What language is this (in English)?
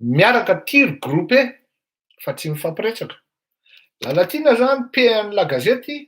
Malagasy